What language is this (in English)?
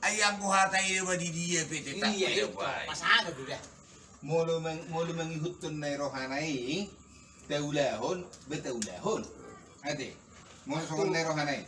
Batak Toba